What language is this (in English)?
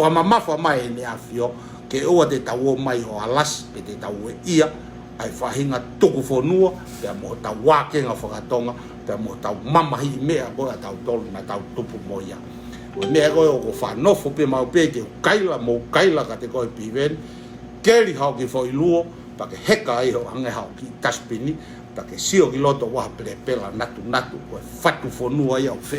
Tongan